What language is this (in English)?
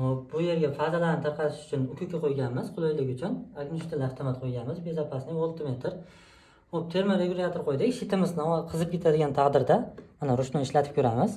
Uzbek